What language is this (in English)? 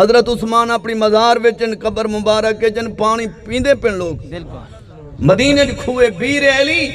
Saraiki